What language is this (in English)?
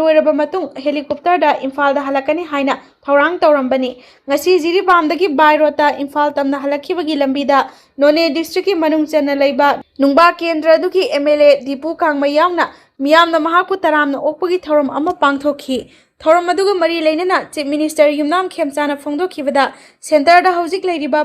Manipuri